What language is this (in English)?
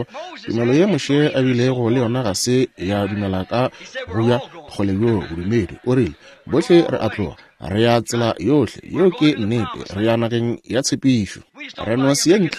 Northern Sotho